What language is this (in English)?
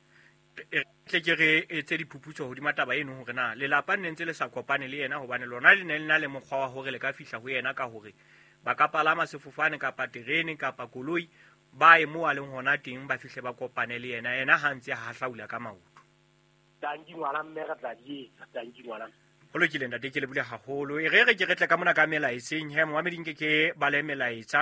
Southern Sotho